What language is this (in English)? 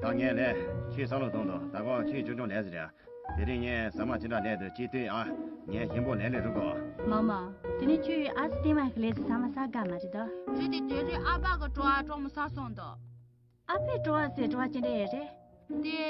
Tibetan